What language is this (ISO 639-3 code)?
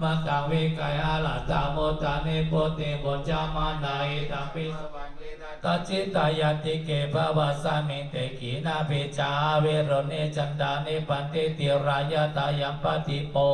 pli